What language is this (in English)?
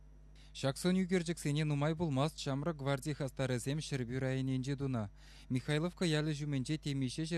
Chuvash